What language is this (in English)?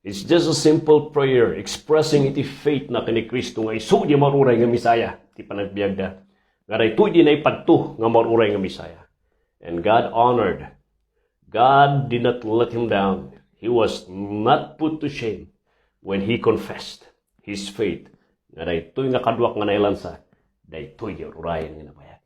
Iloko